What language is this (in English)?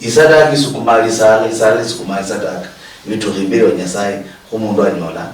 Luyia